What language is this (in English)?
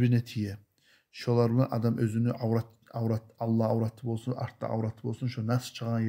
Kumyk